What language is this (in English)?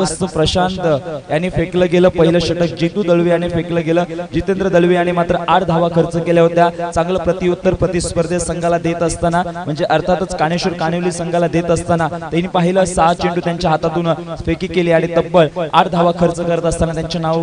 Marathi